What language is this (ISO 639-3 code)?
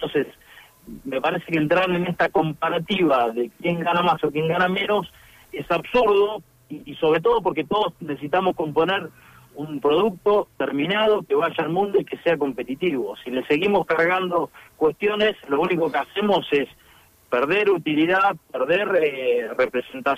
spa